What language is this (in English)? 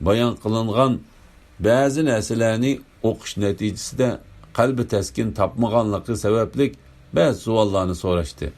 Uyghur